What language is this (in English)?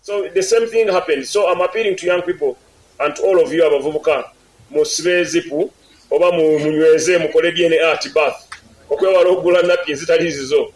Nyankole